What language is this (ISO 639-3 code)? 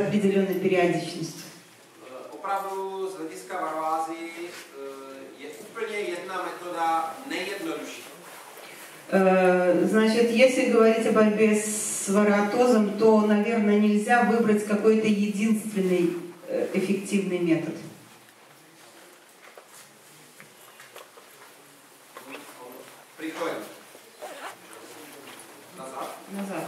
rus